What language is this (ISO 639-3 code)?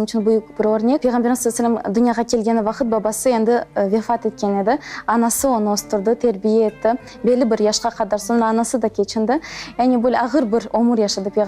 crh